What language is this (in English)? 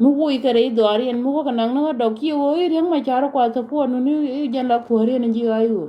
Nuer